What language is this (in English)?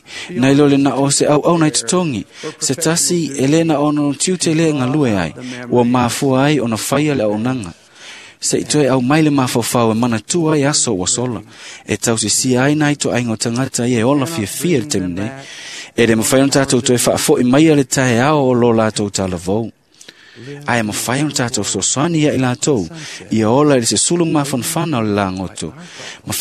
Samoan